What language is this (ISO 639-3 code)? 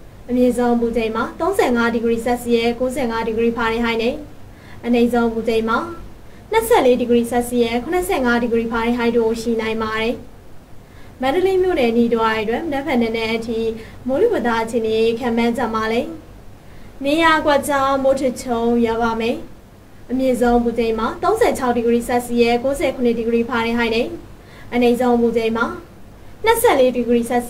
mya